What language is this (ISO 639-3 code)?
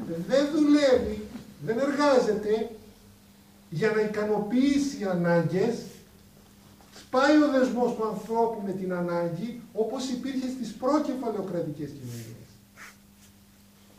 ell